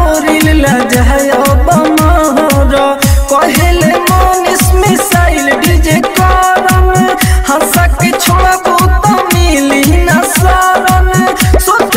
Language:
Bhojpuri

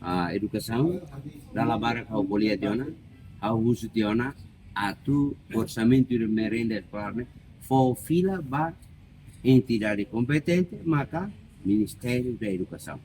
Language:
Tetum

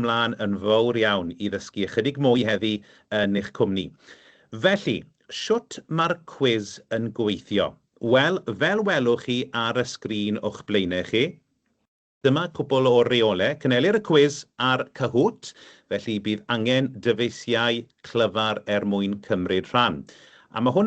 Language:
Welsh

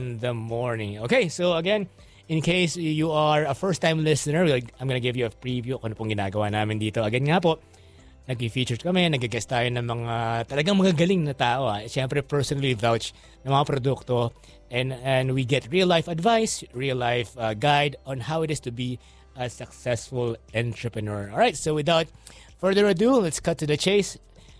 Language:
Filipino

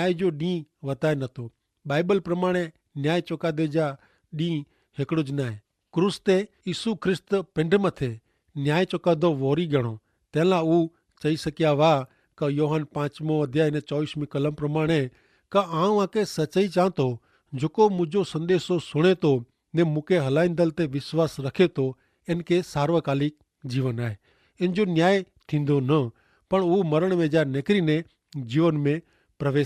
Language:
Kachhi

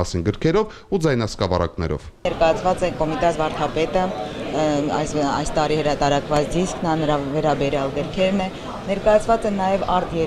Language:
Armenian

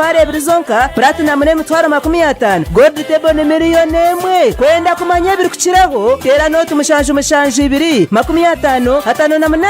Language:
Nyankole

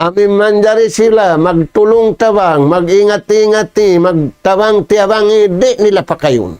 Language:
Tausug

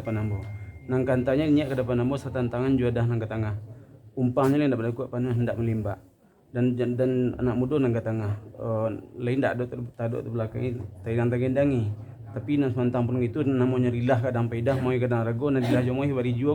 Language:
Minangkabau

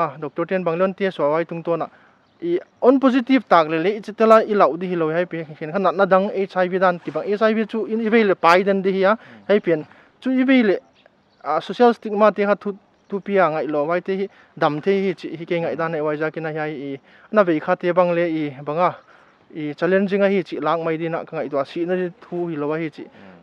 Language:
Paite Chin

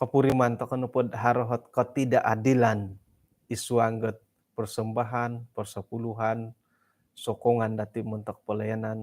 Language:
Central Dusun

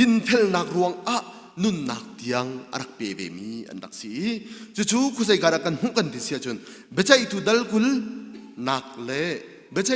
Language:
Hakha Chin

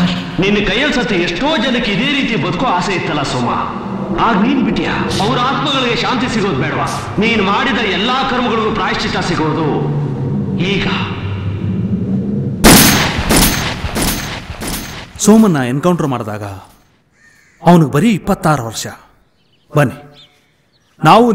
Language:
Kannada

